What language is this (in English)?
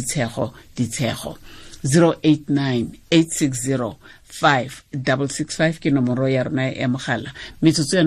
Tswana